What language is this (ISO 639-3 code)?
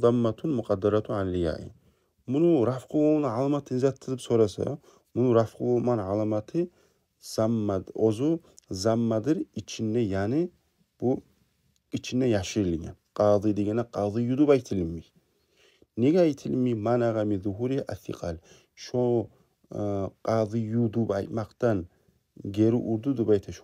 kum